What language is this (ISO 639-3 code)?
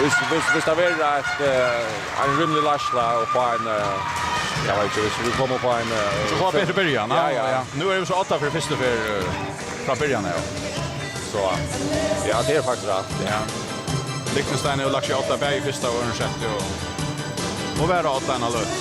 fao